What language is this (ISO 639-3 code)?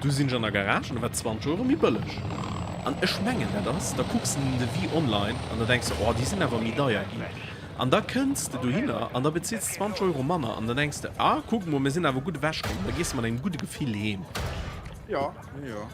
ltz